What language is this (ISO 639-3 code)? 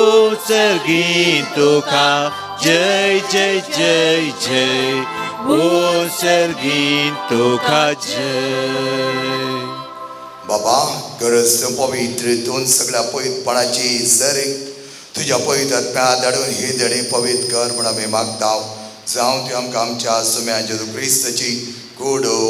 kok